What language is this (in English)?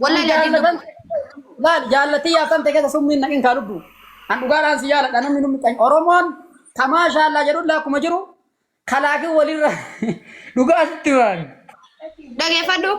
Oromo